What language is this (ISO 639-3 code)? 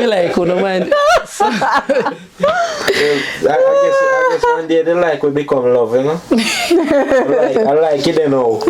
jam